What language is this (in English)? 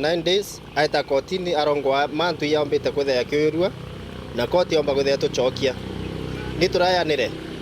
Meru